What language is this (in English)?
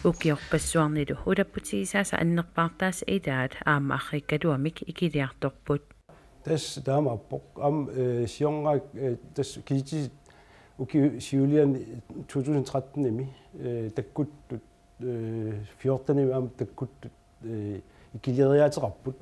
Kalaallisut